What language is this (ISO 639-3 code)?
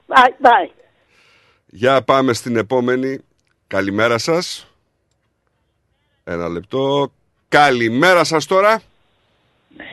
ell